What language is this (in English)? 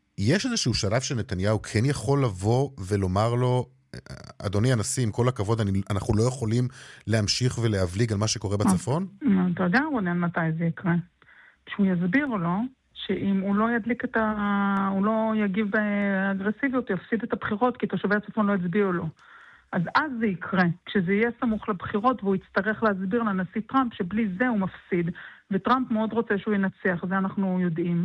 Hebrew